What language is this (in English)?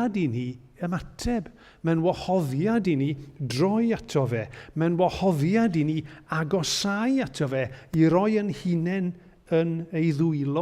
Welsh